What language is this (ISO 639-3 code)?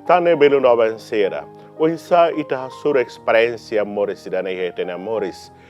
tet